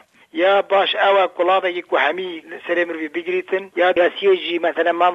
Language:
Kurdish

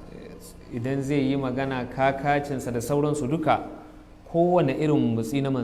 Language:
Hausa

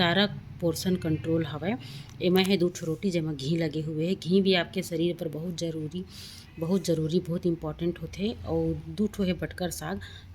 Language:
Chhattisgarhi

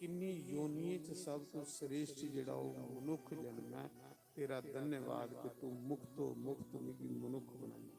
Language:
Dogri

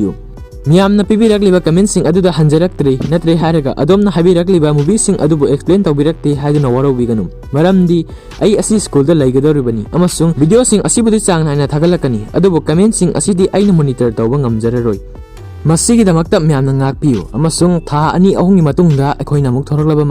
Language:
Manipuri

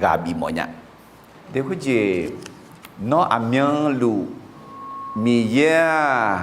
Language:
Akha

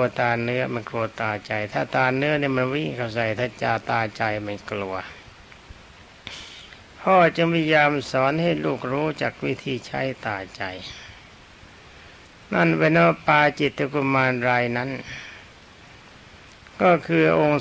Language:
Thai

